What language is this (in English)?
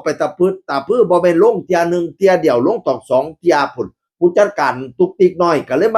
Northeastern Thai